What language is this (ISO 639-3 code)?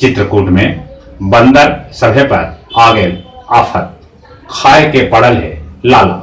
mag